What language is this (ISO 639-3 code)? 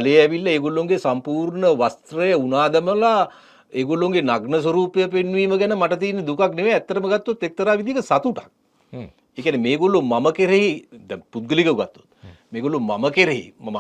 sin